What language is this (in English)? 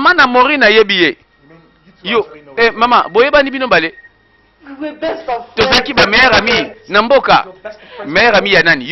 Lingala